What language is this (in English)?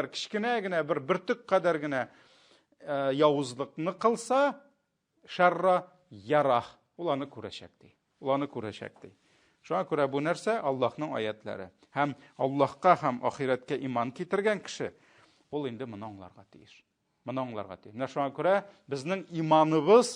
Tatar